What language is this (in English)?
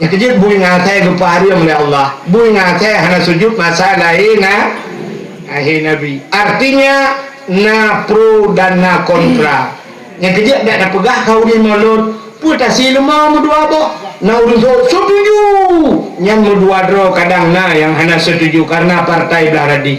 Achinese